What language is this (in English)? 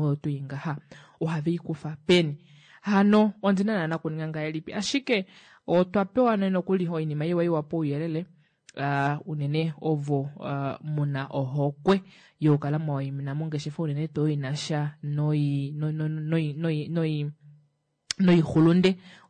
Kuanyama